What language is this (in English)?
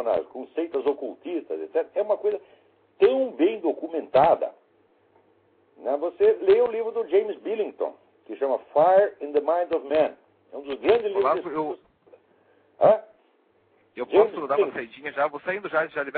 Portuguese